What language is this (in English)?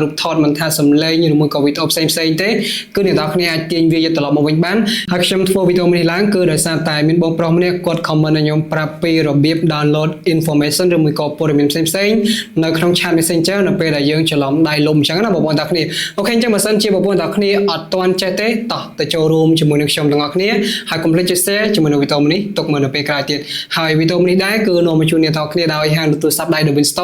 Khmer